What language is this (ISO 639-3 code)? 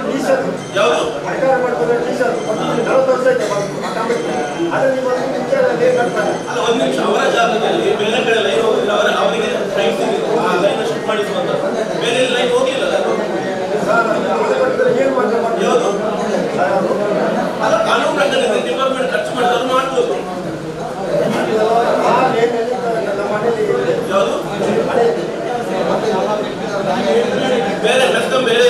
kan